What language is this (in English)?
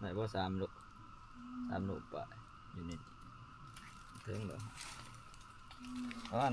Northeastern Thai